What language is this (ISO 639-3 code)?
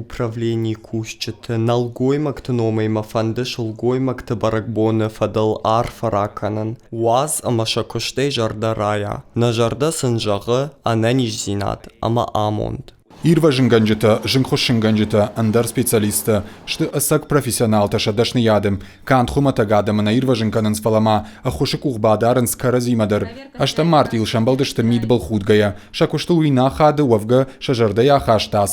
oss